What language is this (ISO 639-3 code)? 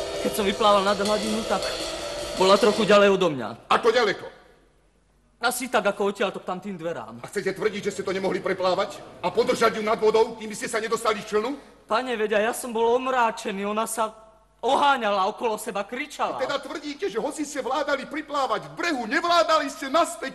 slk